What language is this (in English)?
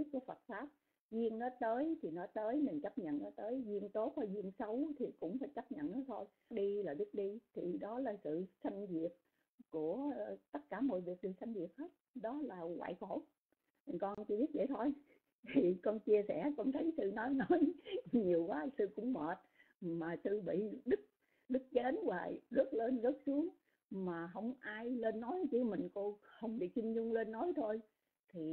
Vietnamese